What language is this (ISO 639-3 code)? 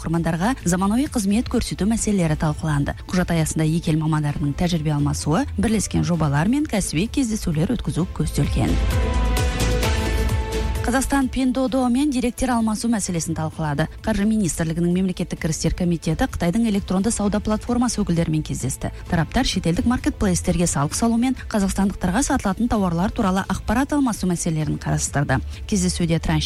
kaz